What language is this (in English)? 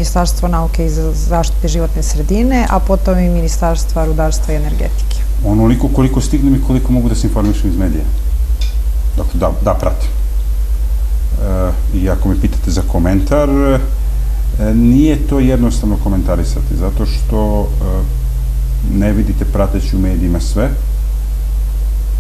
Serbian